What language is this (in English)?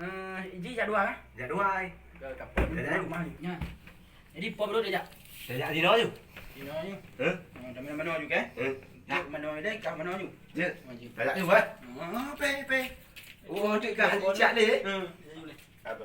Achinese